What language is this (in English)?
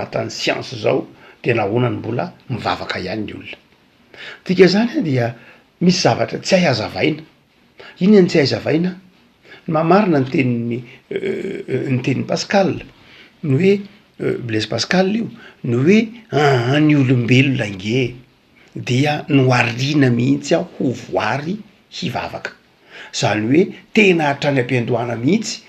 Malagasy